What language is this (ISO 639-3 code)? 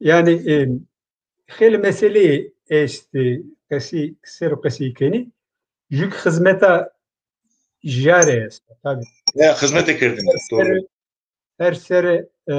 zza